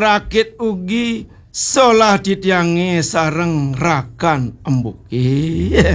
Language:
Balinese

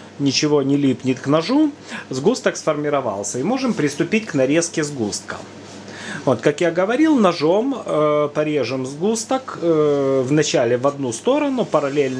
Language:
Russian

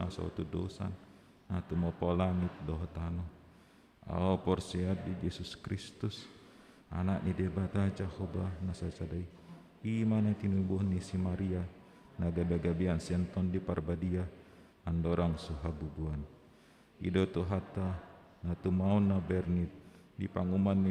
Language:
Batak Toba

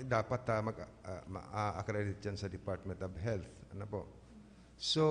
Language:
Bikol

